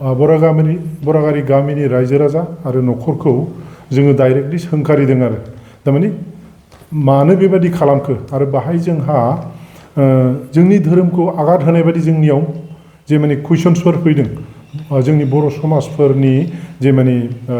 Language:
Bodo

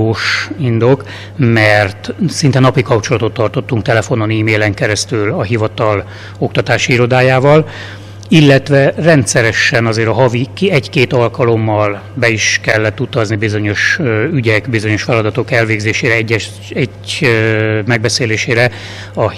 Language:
Hungarian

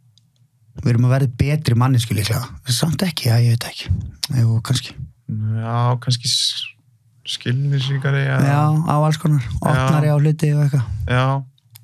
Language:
Icelandic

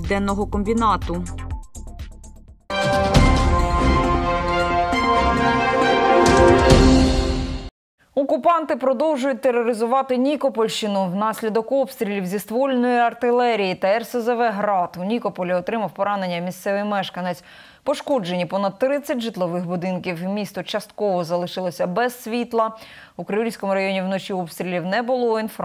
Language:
Ukrainian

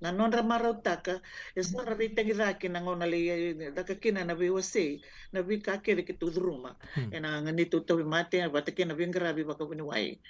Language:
Fijian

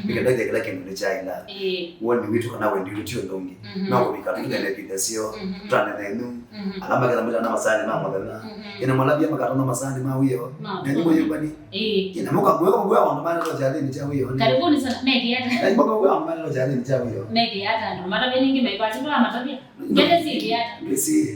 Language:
Kamba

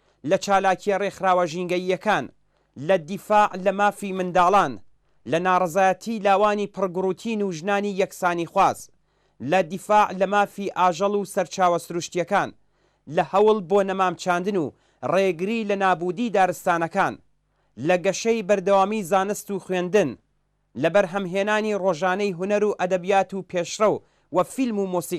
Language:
Central Kurdish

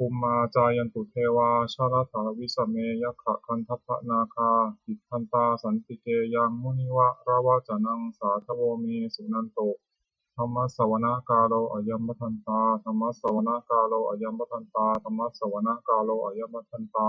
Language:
Pali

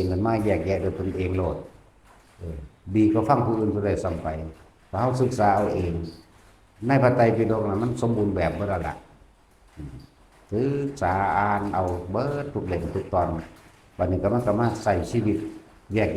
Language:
Northeastern Thai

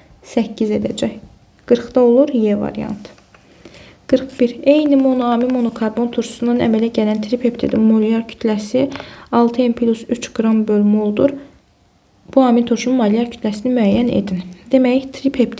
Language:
Azerbaijani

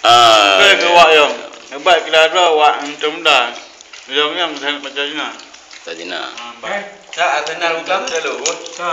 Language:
Achinese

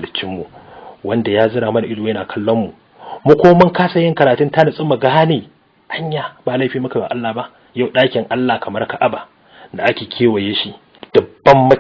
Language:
Hausa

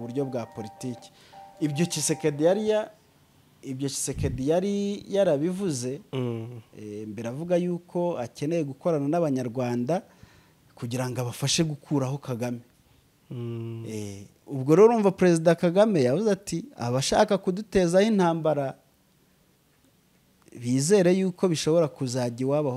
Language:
Kinyarwanda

